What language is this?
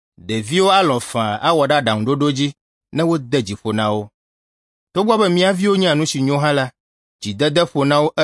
Ewe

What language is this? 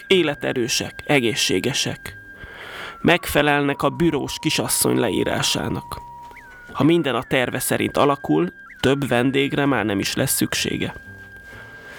Hungarian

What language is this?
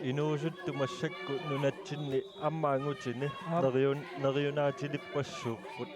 Kalaallisut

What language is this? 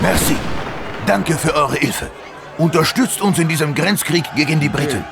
Bavarian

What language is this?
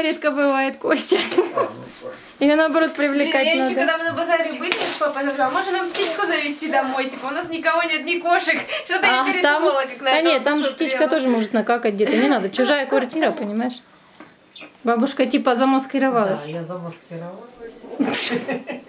Russian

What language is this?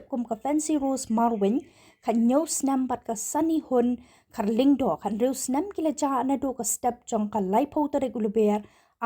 Khasi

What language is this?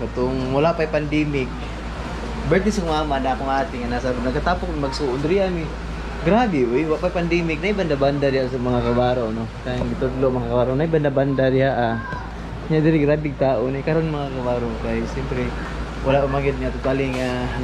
Cebuano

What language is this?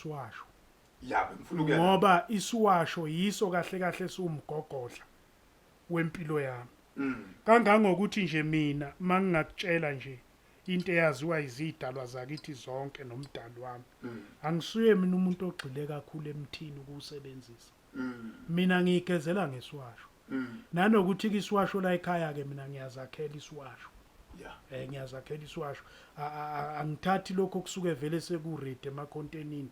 Zulu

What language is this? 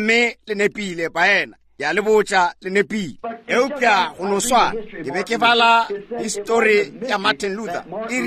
Northern Sotho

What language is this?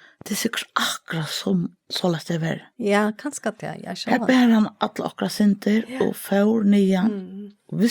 Faroese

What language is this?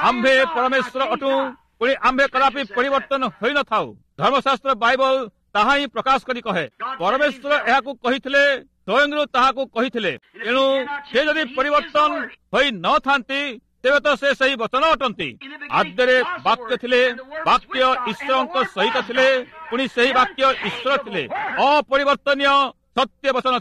Odia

